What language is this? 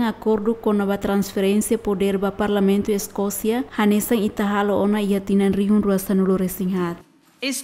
Tetum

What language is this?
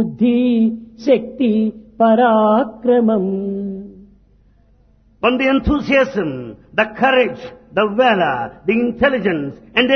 Telugu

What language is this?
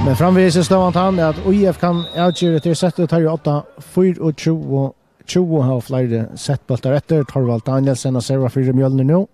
Faroese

